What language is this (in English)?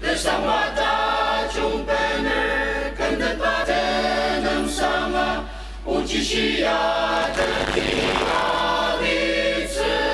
Ao Naga